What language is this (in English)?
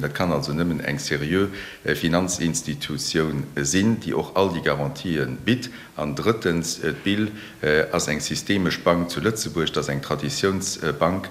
Luxembourgish